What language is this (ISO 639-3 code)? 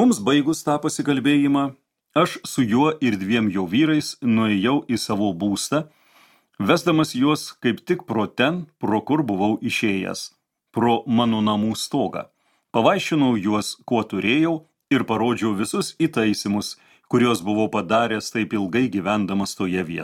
lit